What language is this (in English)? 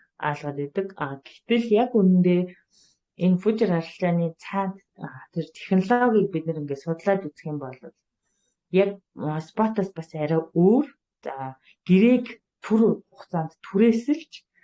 Mongolian